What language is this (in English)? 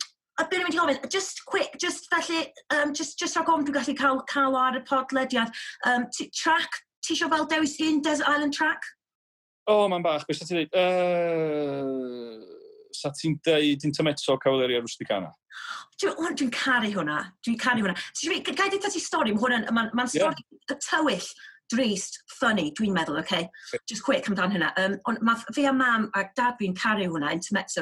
Welsh